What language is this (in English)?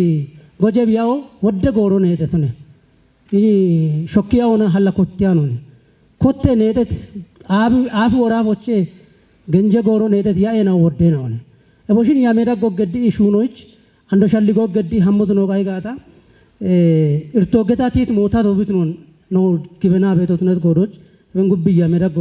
Kafa